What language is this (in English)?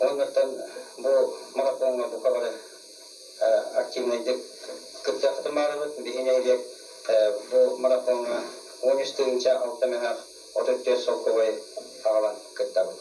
Yakut